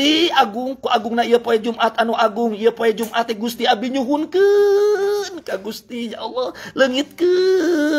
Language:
Sundanese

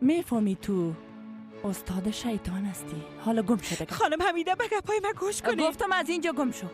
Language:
Persian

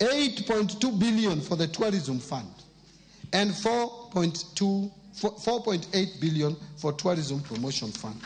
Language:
Luo (Kenya and Tanzania)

